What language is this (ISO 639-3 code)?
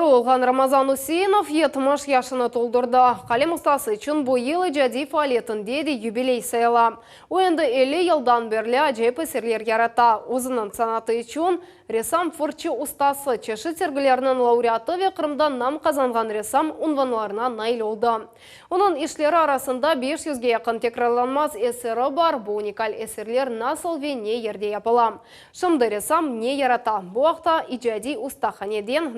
crh